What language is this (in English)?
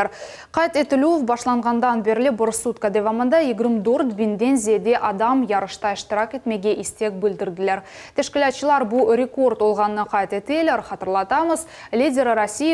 Crimean Tatar